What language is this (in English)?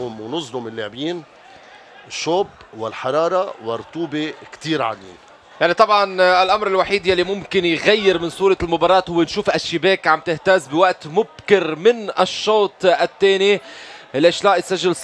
North Levantine Arabic